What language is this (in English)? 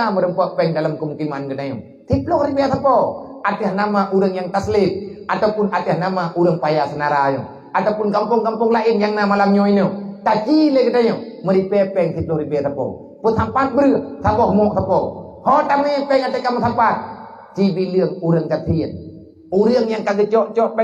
Achinese